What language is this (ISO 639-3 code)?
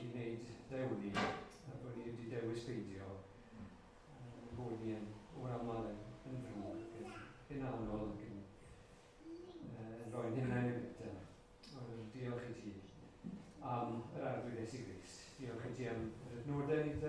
cym